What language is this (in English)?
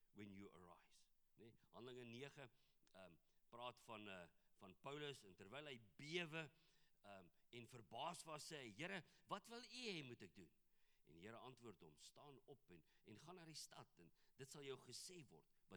Afrikaans